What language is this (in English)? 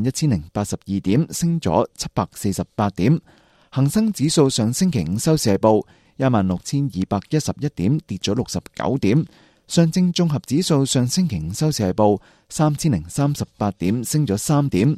Cantonese